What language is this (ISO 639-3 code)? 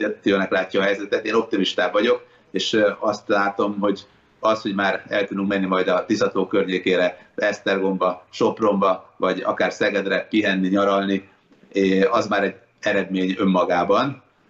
hun